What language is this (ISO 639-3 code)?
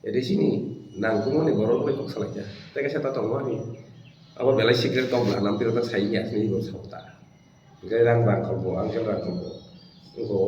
trp